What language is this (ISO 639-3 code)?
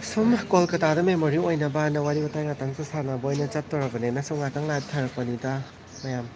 mni